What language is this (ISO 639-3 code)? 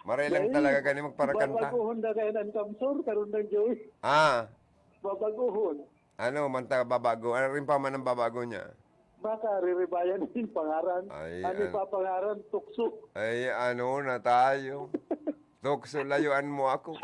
bik